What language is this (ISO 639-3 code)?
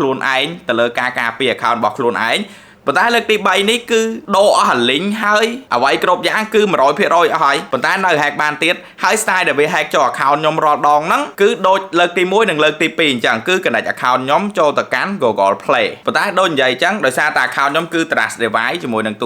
khm